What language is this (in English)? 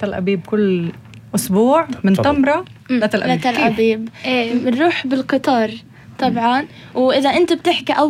North Levantine Arabic